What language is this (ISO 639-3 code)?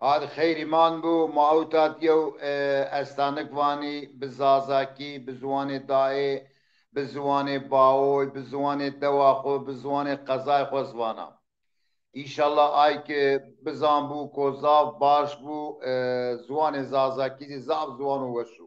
zza